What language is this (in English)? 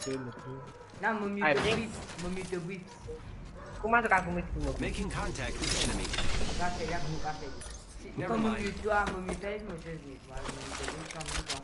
Morisyen